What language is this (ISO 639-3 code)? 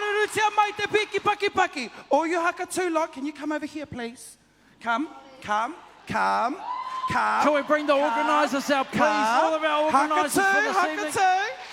mri